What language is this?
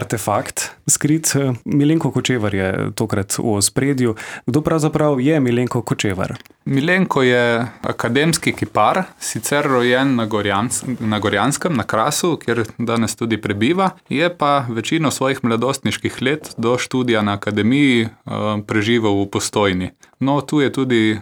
Slovenian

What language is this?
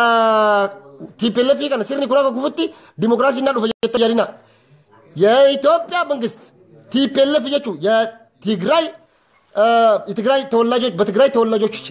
Oromo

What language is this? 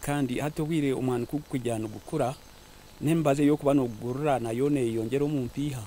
Nyankole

